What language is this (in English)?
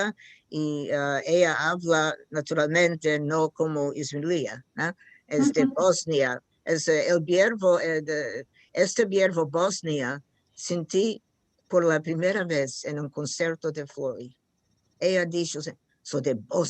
Ladino